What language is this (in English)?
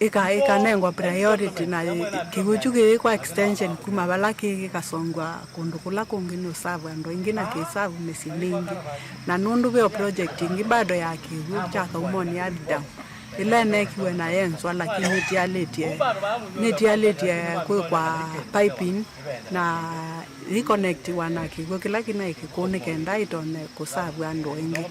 Kamba